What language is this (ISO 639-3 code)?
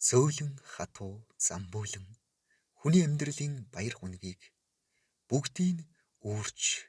mon